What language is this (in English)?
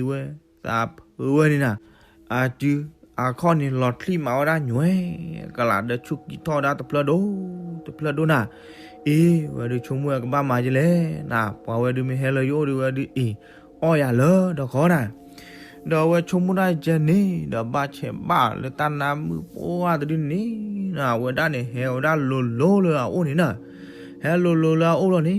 S'gaw Karen